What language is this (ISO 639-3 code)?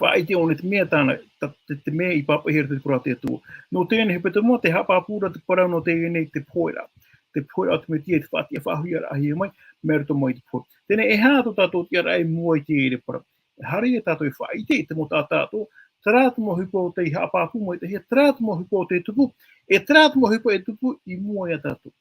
tah